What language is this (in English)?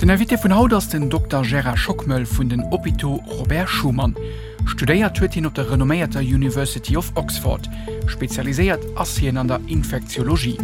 Luxembourgish